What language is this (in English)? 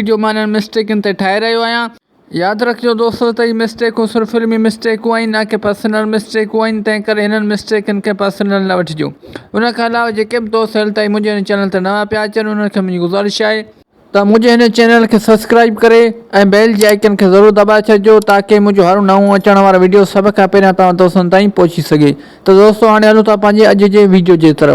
Sindhi